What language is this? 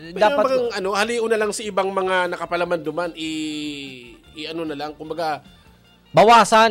Bikol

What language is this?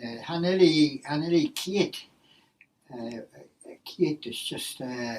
Manx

